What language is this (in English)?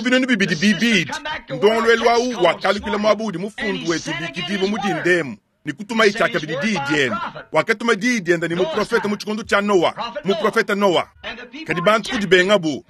Luba-Lulua